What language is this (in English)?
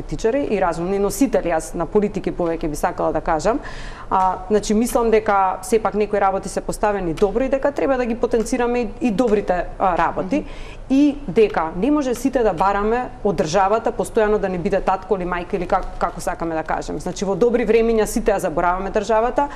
Macedonian